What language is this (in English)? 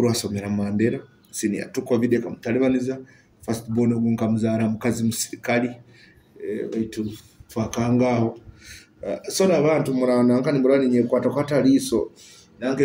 Nyoro